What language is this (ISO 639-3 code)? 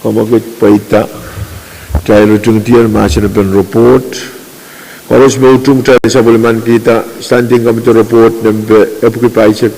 pon